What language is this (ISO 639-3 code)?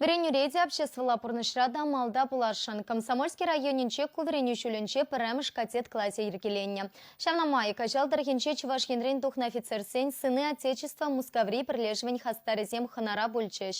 chv